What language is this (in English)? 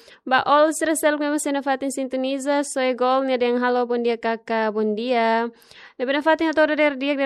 Tetum